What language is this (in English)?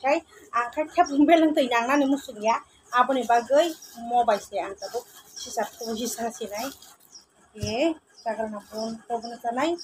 Kok Borok